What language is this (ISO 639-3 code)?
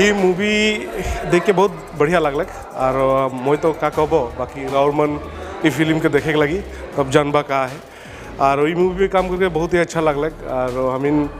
sck